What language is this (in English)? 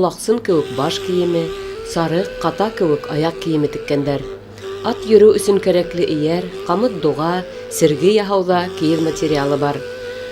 Bashkir